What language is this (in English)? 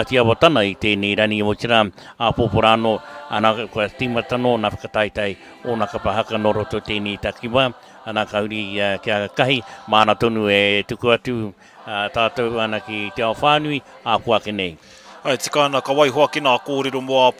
Māori